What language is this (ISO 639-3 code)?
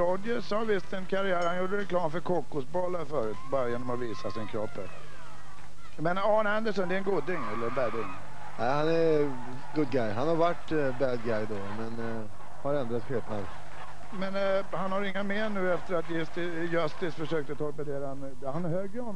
swe